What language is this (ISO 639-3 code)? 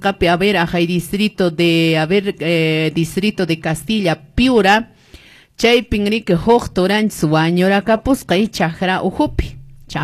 que